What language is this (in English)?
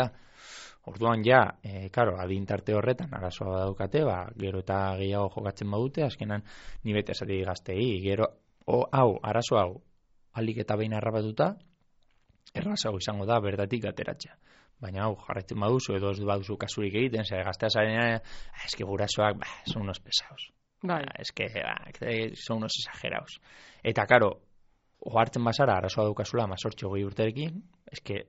Basque